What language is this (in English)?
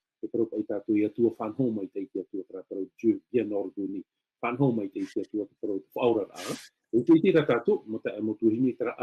Tahitian